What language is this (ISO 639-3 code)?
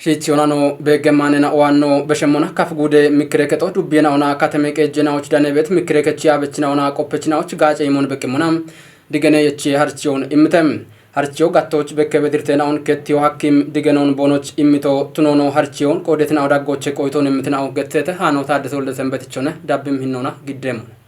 kbr